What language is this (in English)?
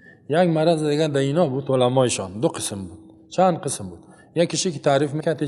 Persian